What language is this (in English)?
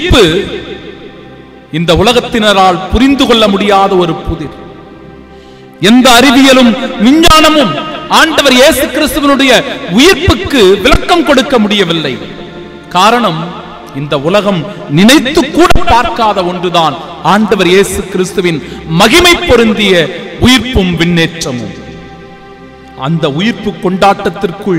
Tamil